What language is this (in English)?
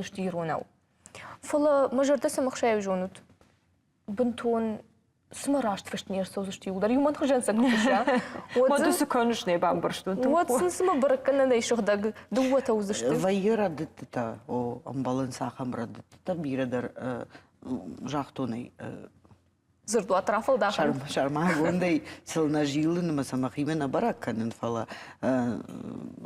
Ossetic